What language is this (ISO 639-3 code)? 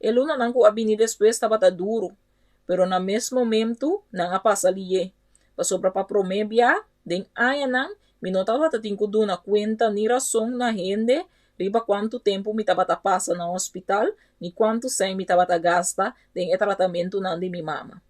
pap